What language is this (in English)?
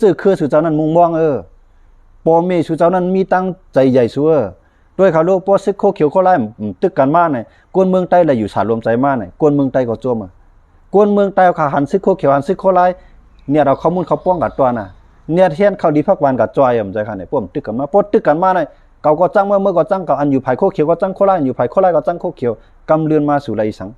Shan